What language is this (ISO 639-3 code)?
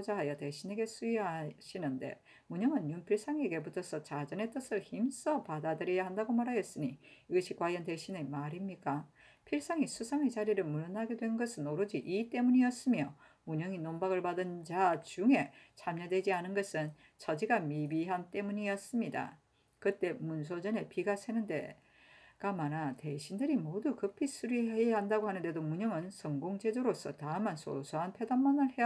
kor